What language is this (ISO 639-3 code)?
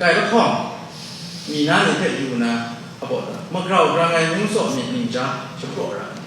kac